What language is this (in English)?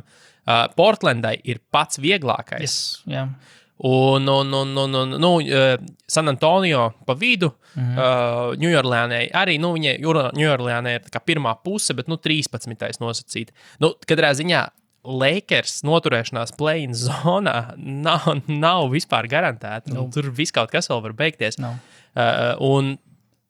Latvian